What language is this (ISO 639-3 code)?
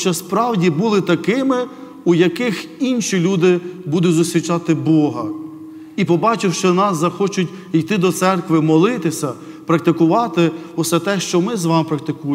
ukr